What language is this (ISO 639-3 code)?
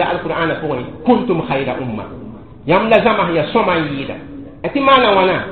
mos